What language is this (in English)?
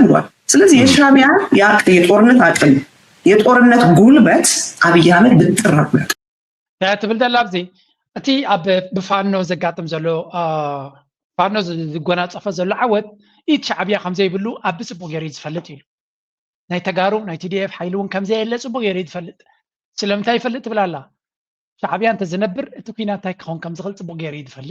Tigrinya